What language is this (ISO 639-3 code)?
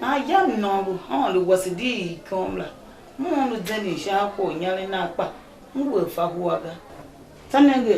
tiv